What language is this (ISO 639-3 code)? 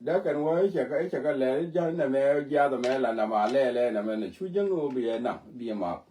nus